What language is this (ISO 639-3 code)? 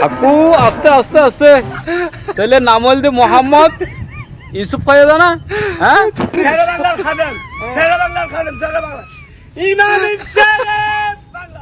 rhg